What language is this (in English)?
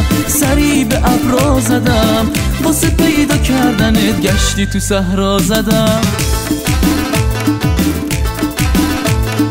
Persian